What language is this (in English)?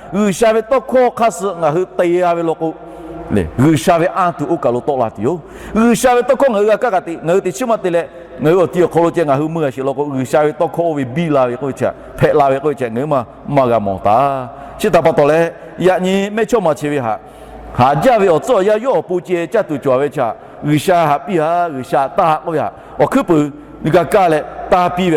Lahu